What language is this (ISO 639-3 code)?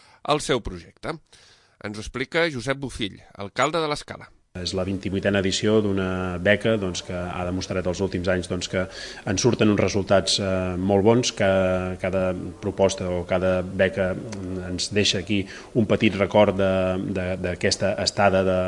cat